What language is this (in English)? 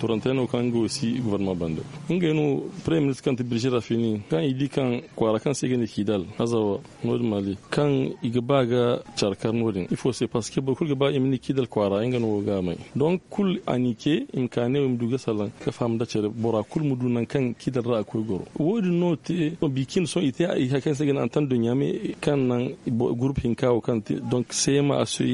Zarma